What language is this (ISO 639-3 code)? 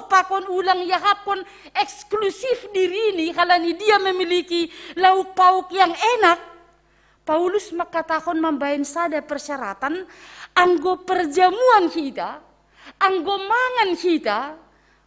bts